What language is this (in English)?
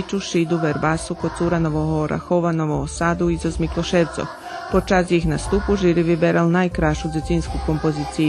Rusyn